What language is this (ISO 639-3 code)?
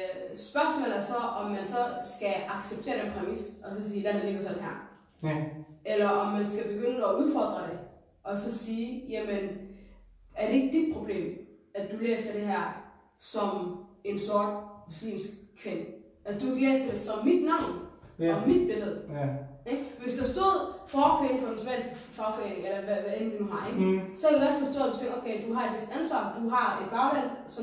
dan